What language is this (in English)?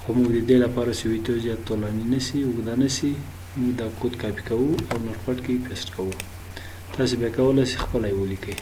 Pashto